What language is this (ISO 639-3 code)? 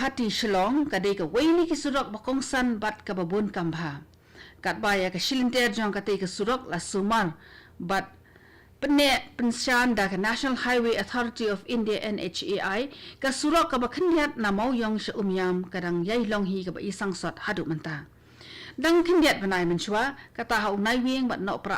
kha